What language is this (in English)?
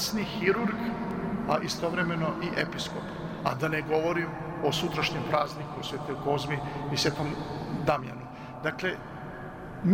Serbian